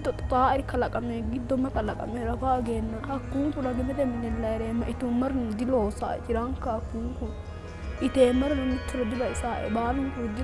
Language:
Sidamo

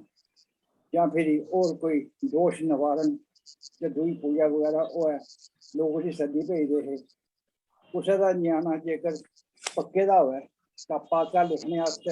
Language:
Dogri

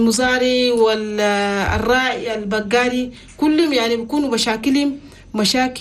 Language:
Chadian Arabic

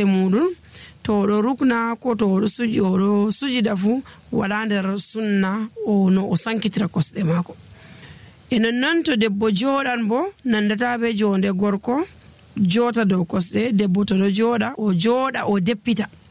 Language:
Nigerian Fulfulde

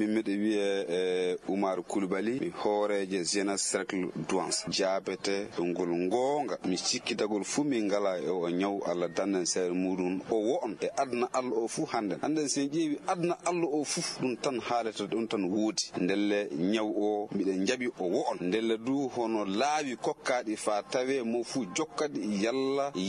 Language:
Fula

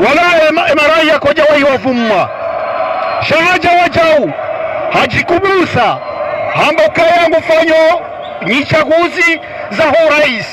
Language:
Ngazidja Comorian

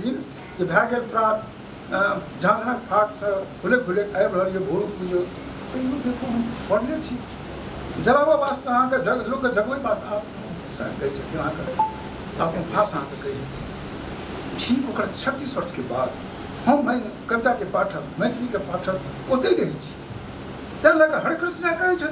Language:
Maithili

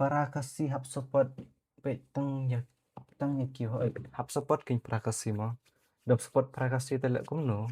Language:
Khasi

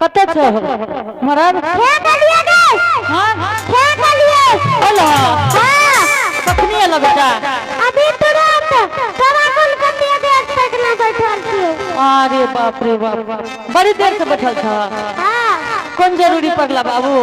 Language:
Angika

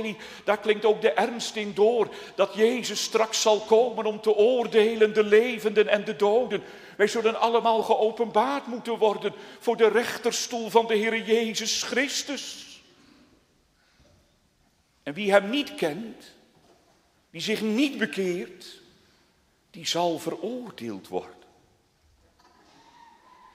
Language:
Dutch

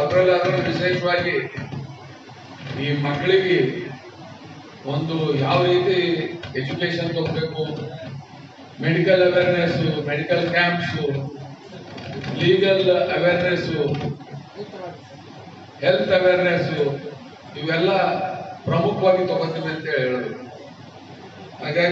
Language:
Kannada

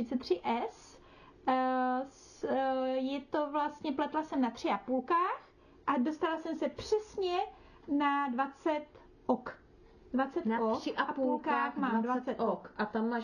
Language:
Czech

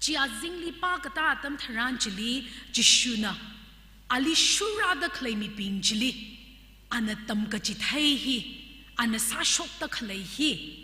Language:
Tangkhul Naga (India)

